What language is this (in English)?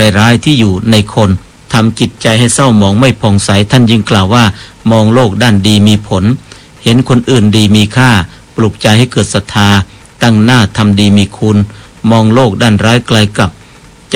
Thai